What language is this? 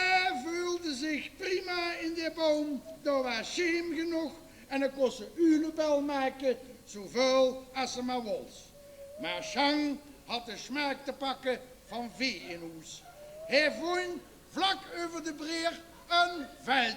Limburgish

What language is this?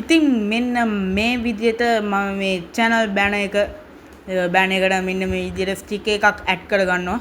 Sinhala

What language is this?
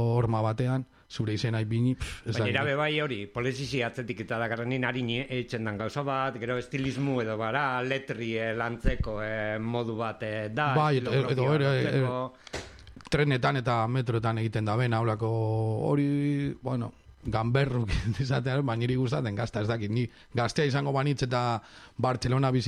Basque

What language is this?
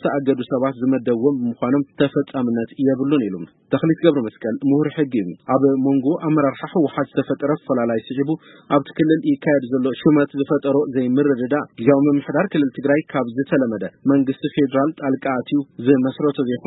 Tigrinya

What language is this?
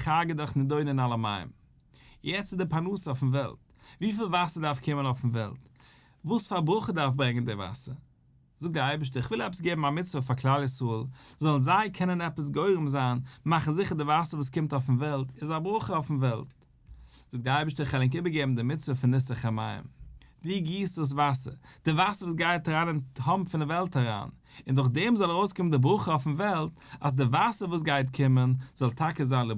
Yiddish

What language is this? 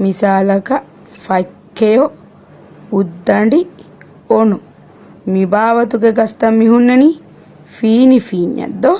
Divehi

